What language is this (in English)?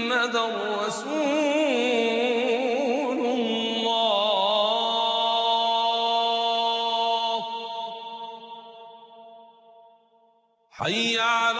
Arabic